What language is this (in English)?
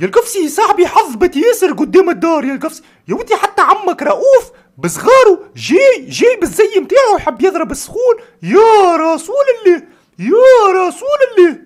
Tunisian Arabic